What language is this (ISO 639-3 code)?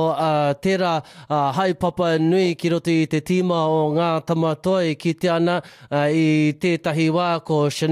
mri